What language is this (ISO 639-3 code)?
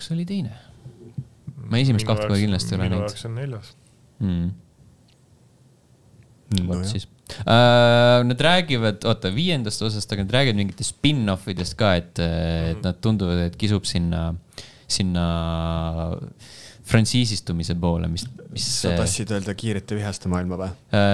est